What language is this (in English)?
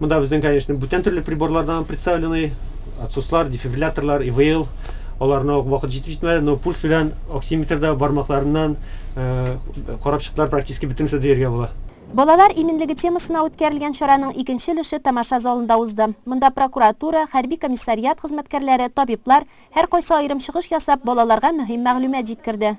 Tatar